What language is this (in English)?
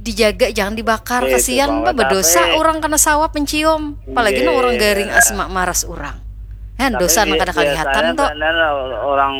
Banjar